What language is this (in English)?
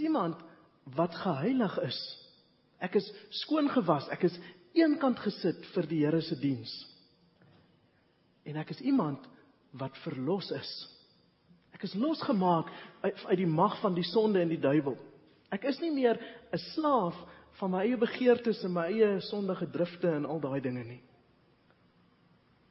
Afrikaans